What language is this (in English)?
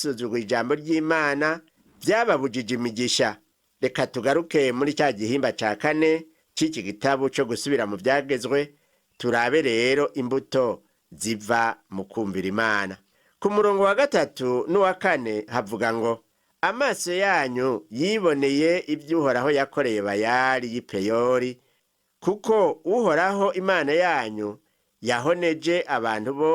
Rundi